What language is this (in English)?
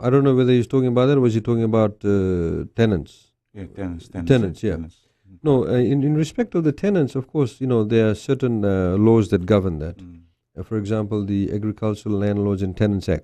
Fijian